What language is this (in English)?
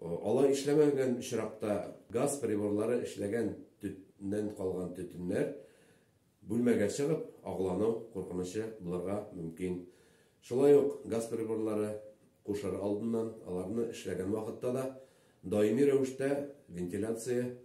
Tatar